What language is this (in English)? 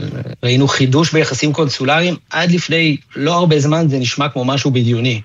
Hebrew